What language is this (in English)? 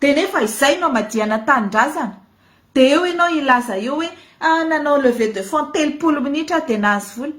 Malagasy